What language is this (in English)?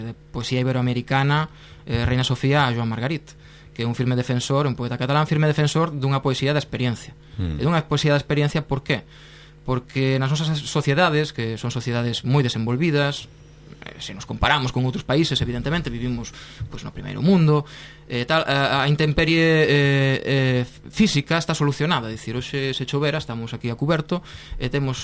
Galician